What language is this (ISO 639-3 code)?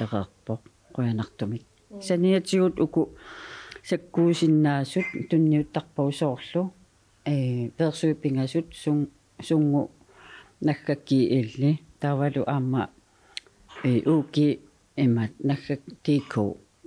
kal